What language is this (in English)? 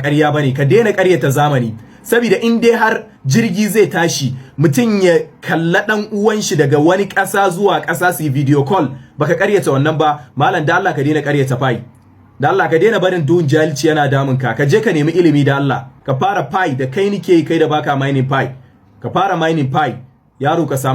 Hausa